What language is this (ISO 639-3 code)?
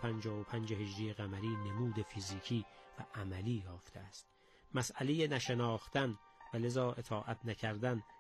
fas